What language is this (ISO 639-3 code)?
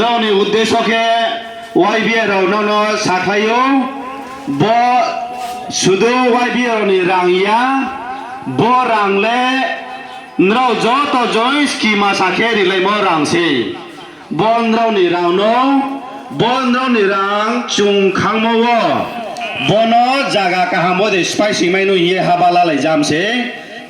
ria